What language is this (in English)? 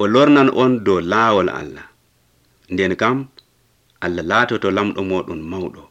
Nigerian Fulfulde